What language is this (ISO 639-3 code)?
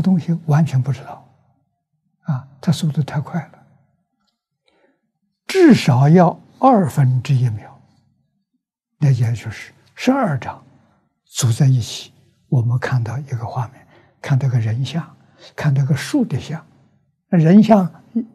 zho